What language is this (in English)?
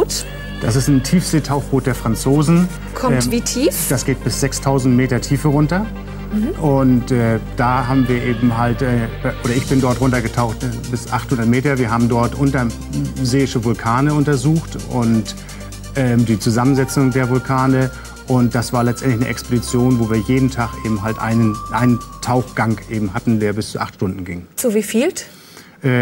German